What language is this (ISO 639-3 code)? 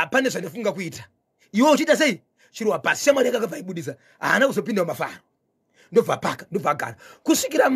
sna